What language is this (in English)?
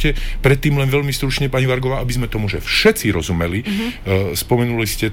Slovak